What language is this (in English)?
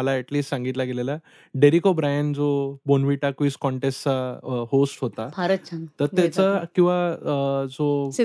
Marathi